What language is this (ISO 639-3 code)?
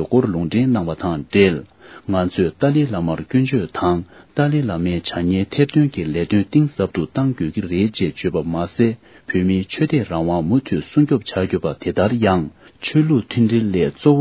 bod